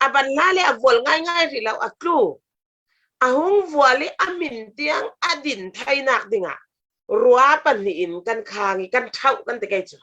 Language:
Falam Chin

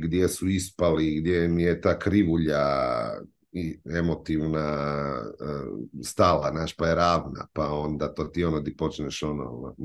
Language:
Croatian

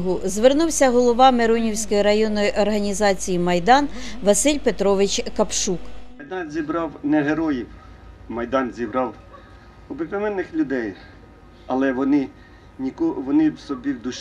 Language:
Ukrainian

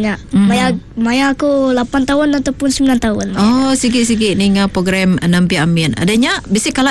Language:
Iban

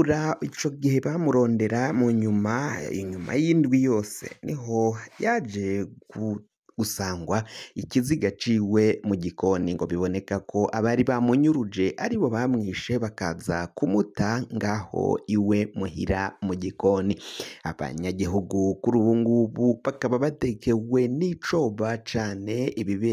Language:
Rundi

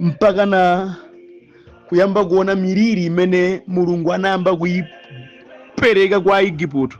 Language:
Nyanja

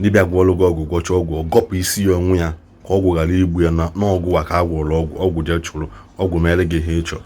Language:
Igbo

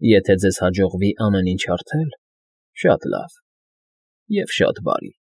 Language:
Armenian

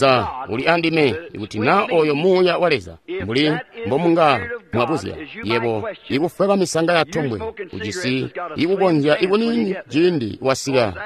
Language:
Tonga (Zambia)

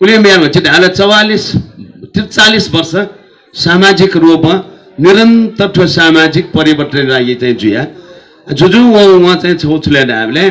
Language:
Newari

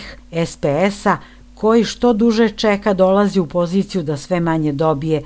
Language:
Serbian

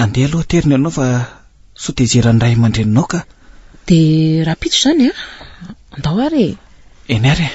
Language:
Malagasy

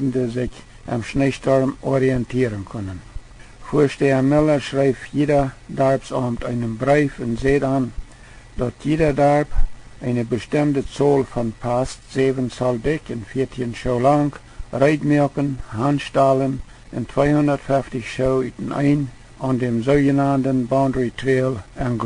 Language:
Plautdietsch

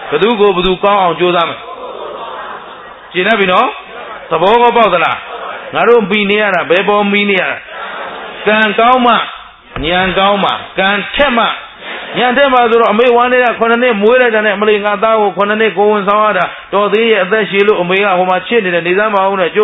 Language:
Burmese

